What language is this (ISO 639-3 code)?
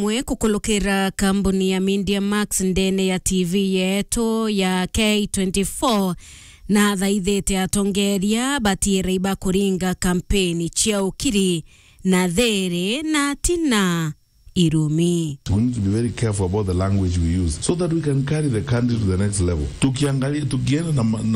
mer